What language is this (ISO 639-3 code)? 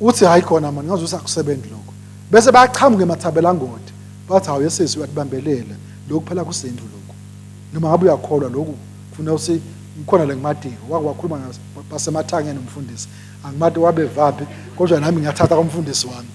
ssw